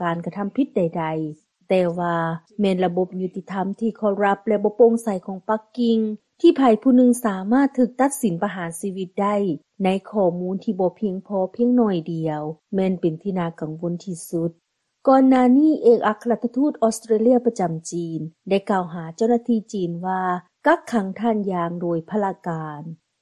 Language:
Lao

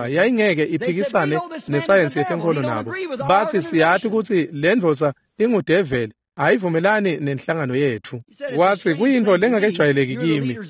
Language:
Swati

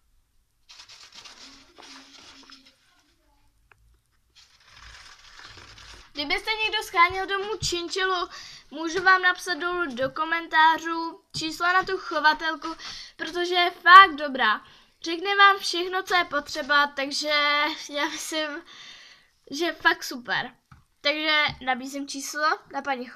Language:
Czech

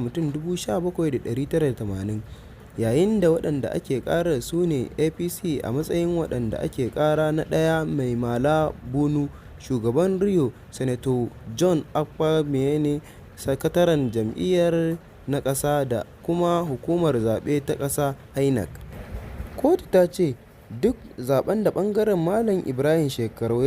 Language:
Hausa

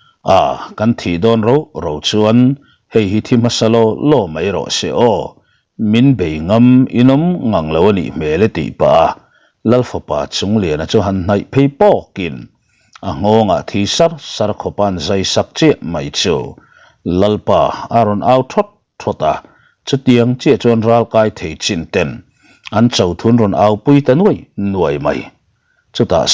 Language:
Mizo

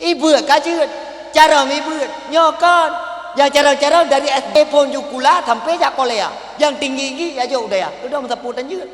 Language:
Achinese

